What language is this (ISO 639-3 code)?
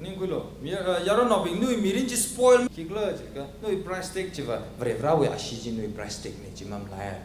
nmf